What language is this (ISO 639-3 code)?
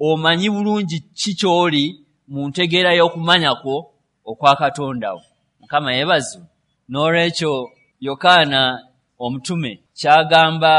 lug